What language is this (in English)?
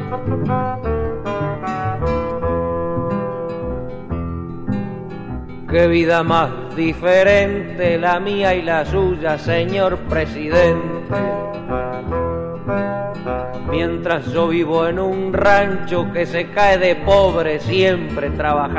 Spanish